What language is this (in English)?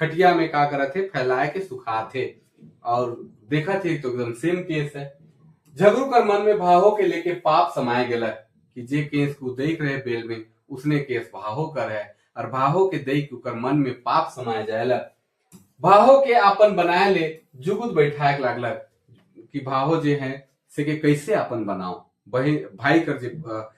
Sadri